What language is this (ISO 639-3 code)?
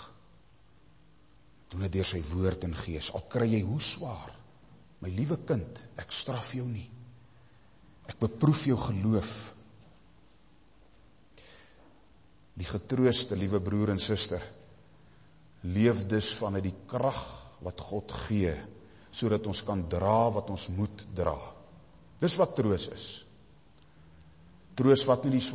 afr